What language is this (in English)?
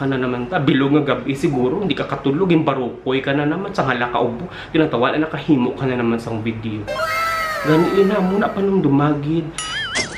Hiligaynon